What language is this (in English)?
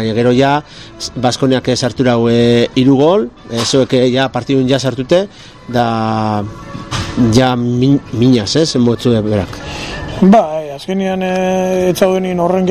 Basque